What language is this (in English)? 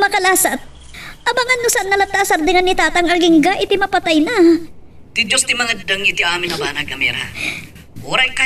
Iloko